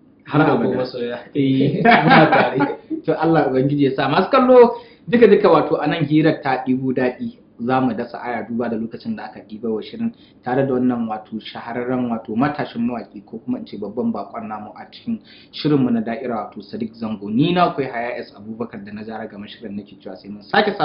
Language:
Hausa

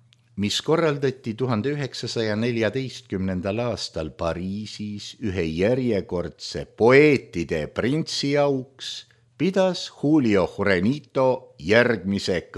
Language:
Estonian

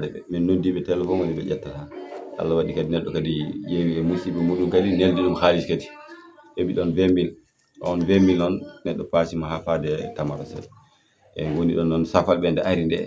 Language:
Fula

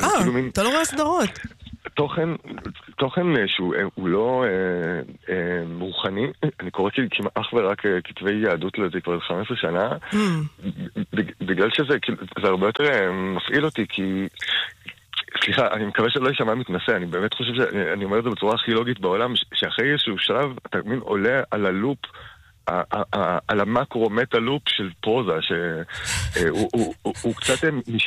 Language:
Hebrew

